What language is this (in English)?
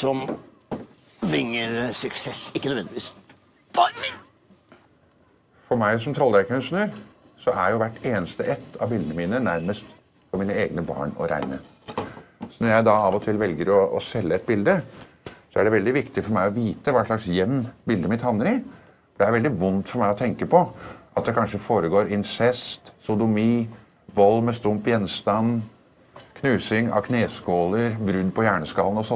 Norwegian